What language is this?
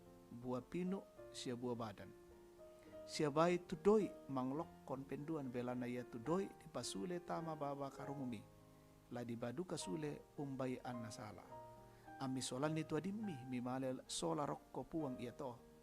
Toraja-Sa'dan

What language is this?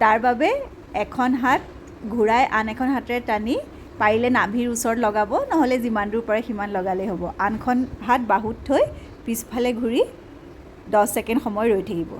Assamese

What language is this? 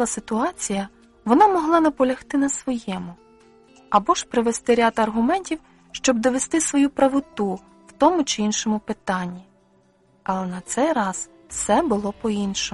Ukrainian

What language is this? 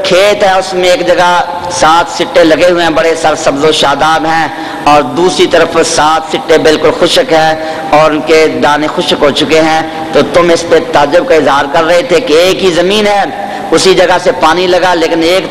Urdu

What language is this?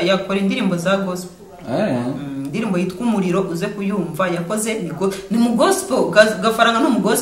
Kinyarwanda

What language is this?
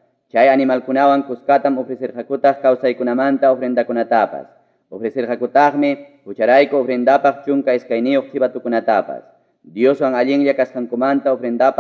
Ayacucho Quechua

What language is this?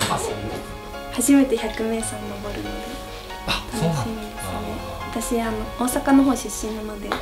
Japanese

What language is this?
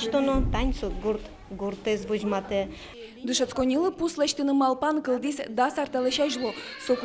Udmurt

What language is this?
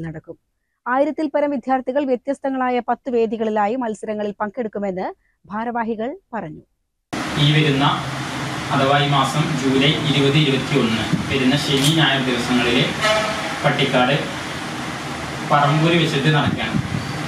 Malayalam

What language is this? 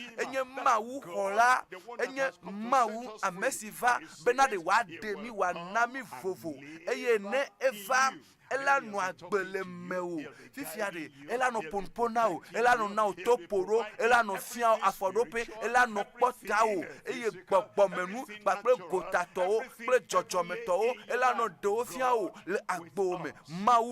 Ewe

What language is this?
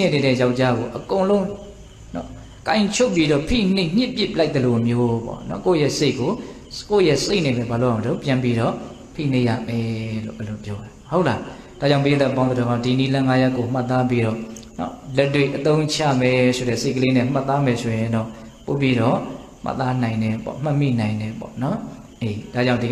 Burmese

